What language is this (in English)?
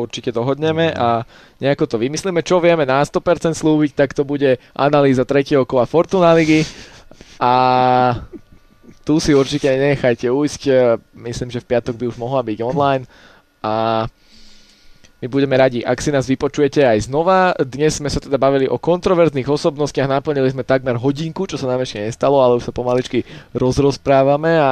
Slovak